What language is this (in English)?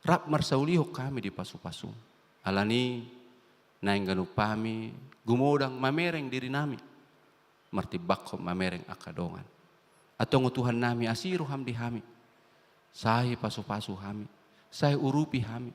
Batak Toba